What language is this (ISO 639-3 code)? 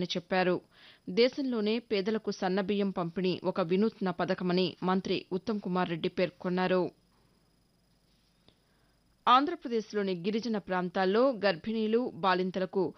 tel